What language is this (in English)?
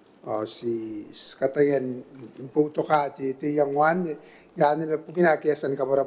Gilbertese